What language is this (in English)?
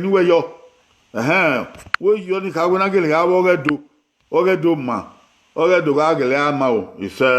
Bini